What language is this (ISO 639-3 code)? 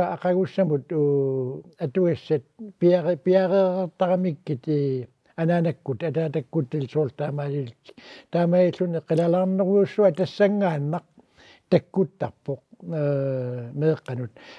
kal